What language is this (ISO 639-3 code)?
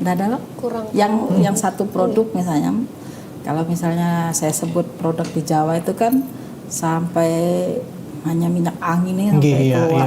bjn